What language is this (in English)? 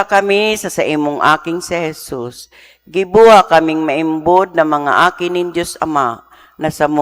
Bikol